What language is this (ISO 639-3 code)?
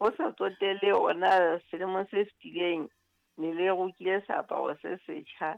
sot